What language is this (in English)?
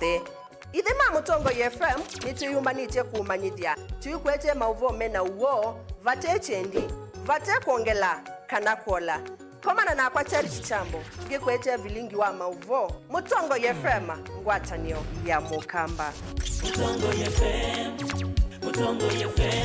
Kamba